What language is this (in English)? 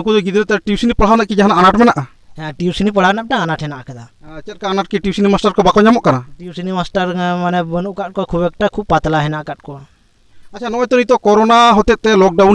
Santali